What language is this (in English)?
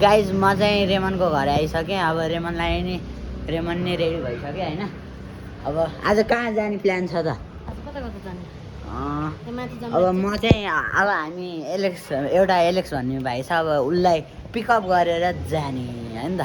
Nepali